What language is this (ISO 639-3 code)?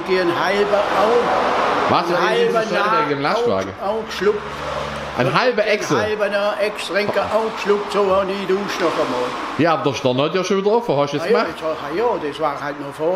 swg